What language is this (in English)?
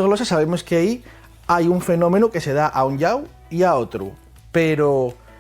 Asturian